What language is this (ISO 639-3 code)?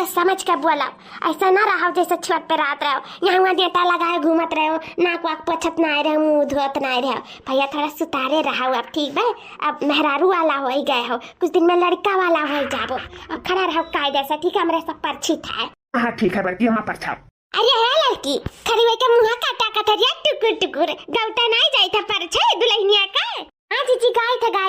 awa